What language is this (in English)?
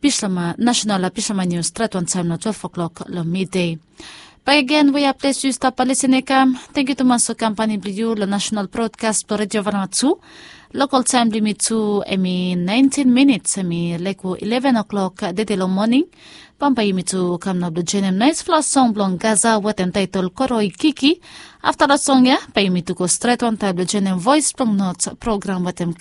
Bislama